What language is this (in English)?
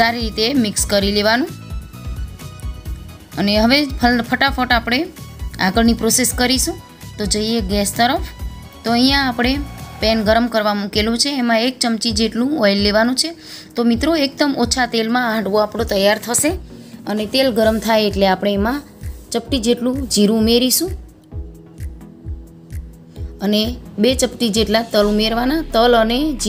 Gujarati